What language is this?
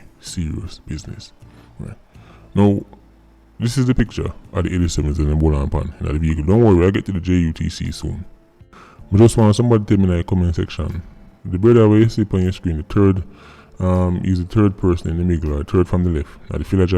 Jamaican Creole English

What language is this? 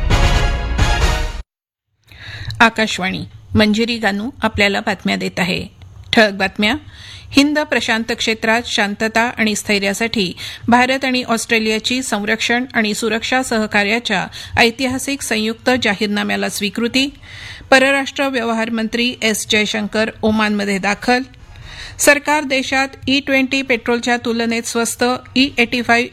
Marathi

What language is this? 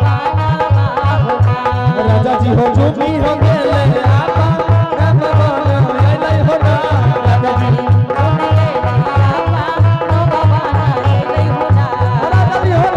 Angika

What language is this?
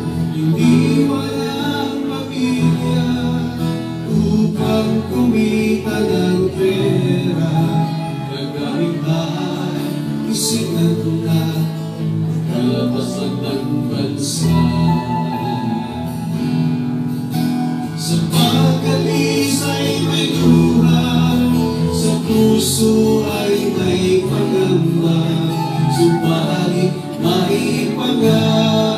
Filipino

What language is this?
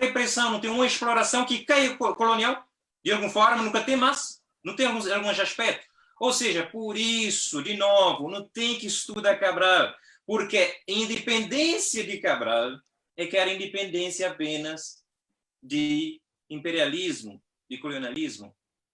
Kabuverdianu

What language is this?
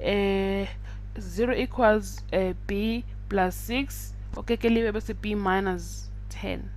Zulu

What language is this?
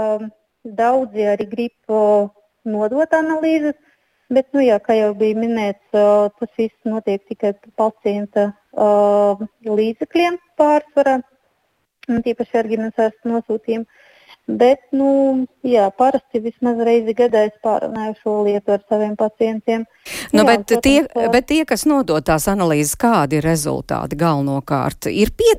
Latvian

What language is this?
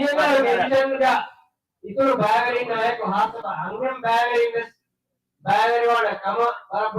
Divehi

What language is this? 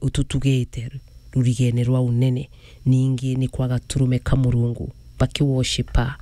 Meru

